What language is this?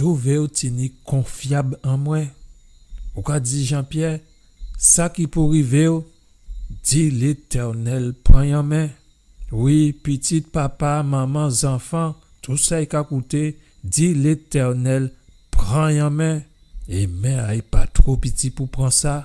Guadeloupean Creole French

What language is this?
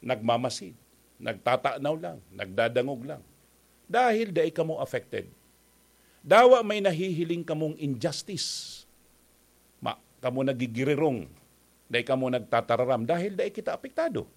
Bikol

